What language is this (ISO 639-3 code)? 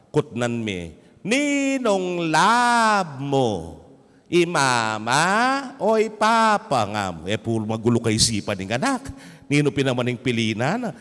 pam